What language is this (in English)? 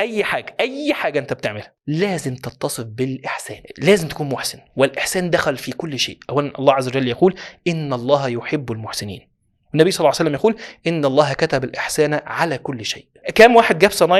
Egyptian Arabic